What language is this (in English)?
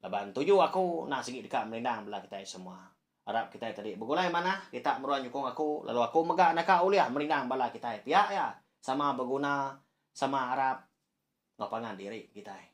Iban